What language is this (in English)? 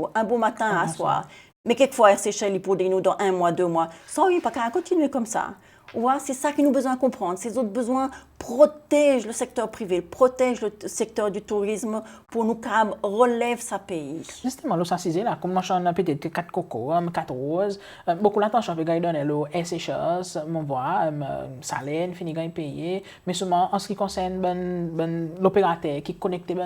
Seselwa Creole French